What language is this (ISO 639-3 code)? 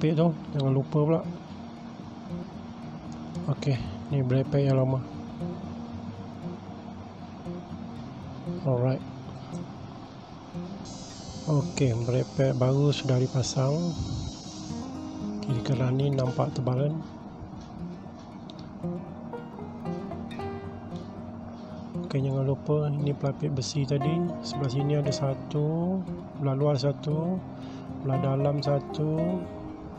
msa